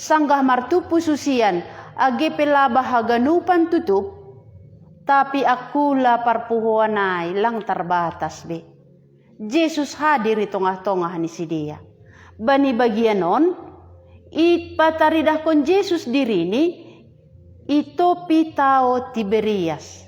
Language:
Batak Simalungun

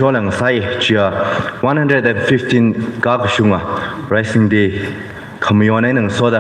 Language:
Tangkhul Naga (India)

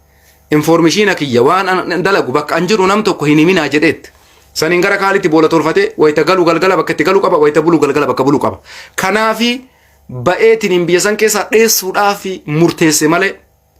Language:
Oromo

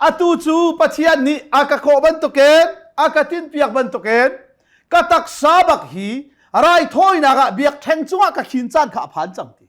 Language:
Hakha Chin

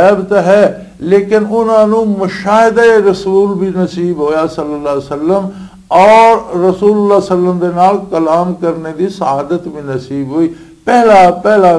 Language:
Western Panjabi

